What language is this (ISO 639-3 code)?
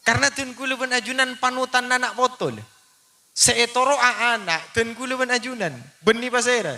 mad